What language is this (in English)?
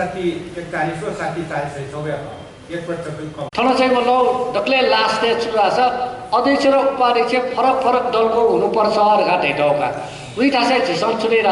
Newari